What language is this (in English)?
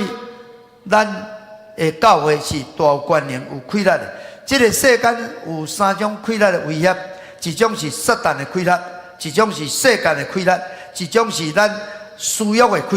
Min Nan Chinese